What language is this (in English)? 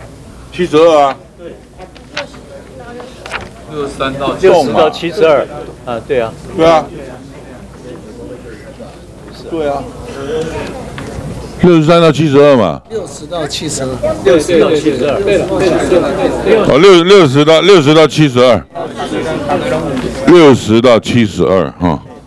Chinese